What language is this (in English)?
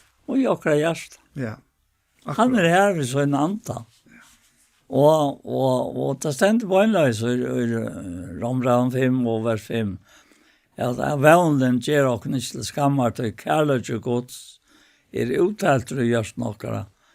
Faroese